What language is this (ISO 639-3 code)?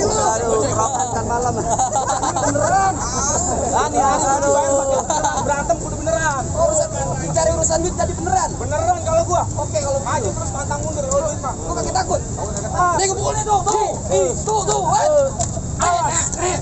bew